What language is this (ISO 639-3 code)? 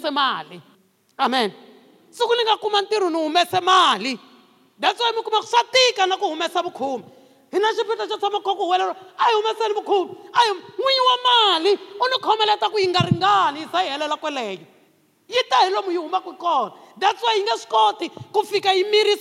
tso